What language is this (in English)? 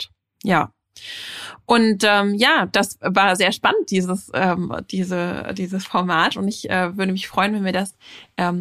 German